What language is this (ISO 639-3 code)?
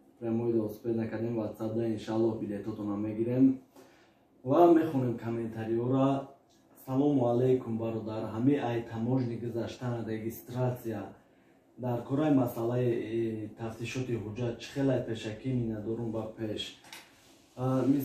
tgk